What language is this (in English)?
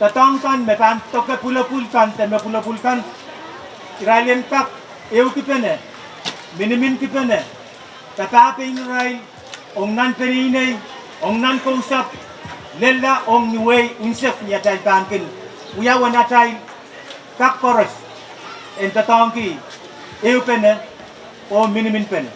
Pohnpeian